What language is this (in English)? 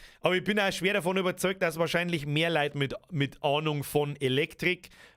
Bavarian